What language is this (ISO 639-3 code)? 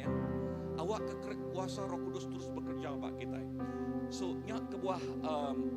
iba